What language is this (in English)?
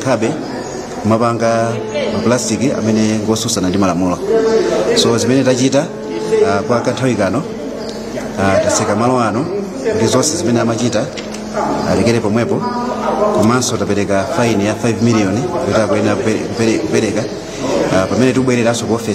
Nyanja